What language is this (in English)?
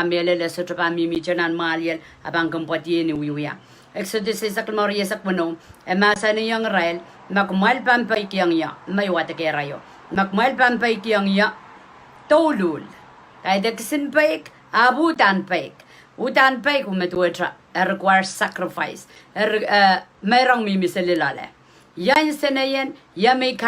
Pohnpeian